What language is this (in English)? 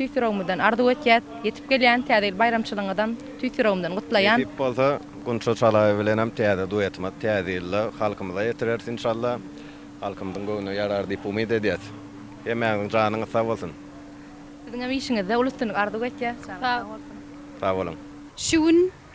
Turkmen